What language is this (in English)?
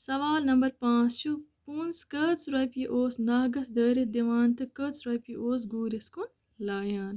Kashmiri